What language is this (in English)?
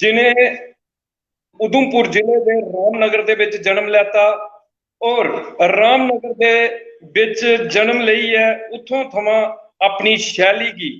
Dogri